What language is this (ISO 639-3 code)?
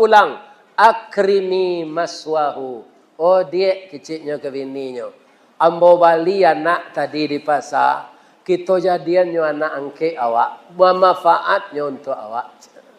min